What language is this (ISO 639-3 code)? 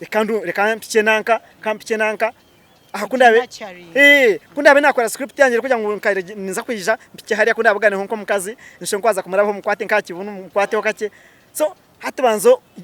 nyn